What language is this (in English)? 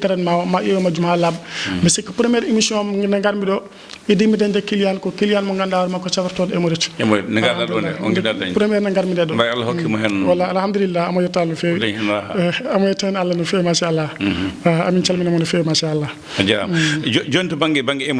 Fula